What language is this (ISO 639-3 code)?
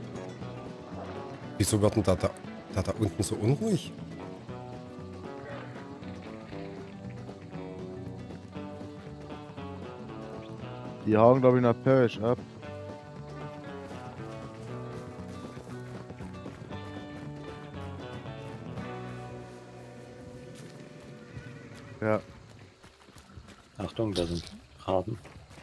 deu